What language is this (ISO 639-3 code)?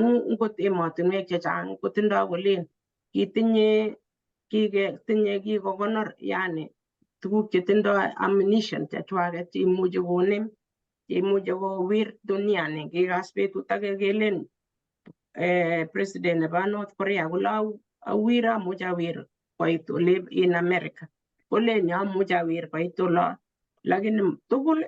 kln